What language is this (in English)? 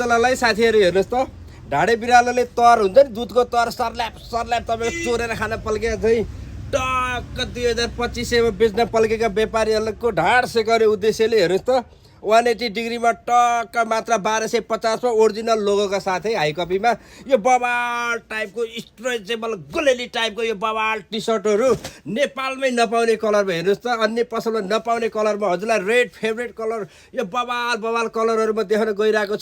Nepali